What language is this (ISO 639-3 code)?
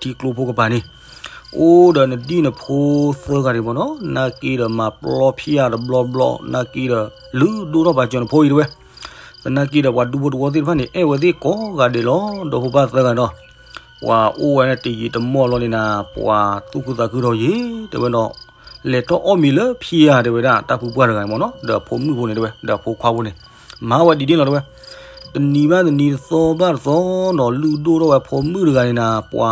ksw